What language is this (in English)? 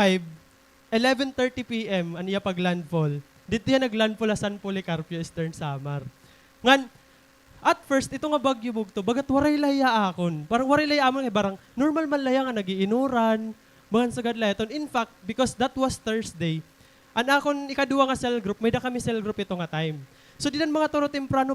Waray